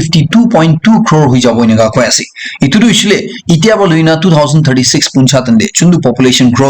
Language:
Naga Pidgin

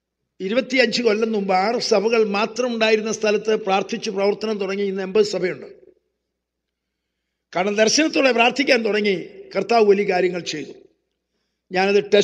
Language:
Malayalam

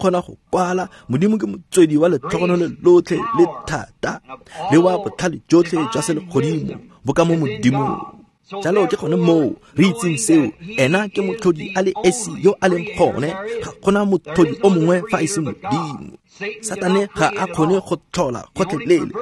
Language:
Tswana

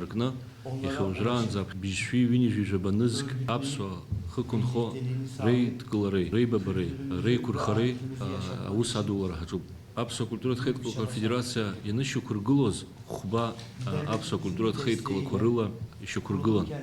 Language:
Abkhazian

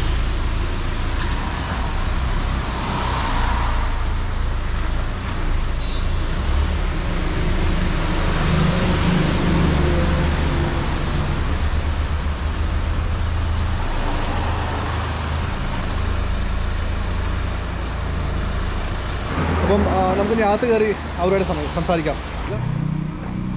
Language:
Malayalam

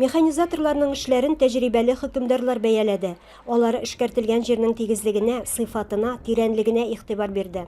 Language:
Tatar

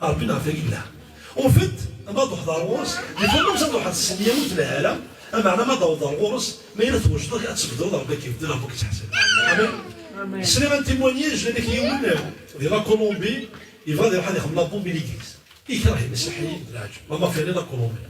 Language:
Kabyle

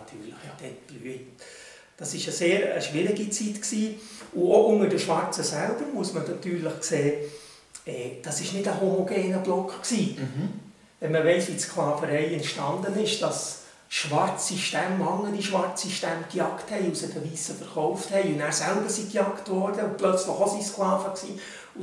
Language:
Swiss German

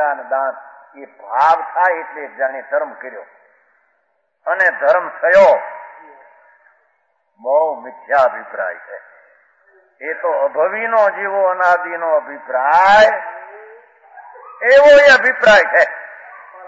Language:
Gujarati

